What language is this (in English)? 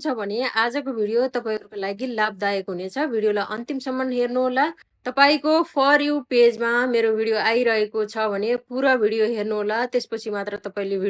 Nepali